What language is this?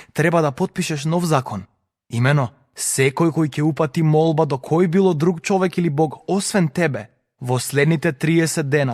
Macedonian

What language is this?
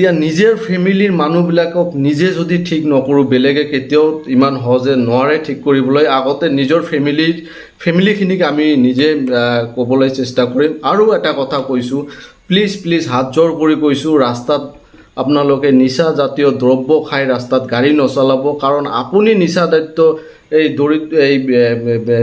Assamese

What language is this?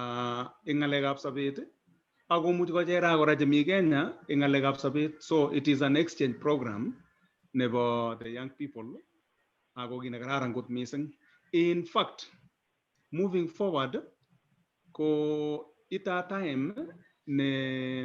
Kalenjin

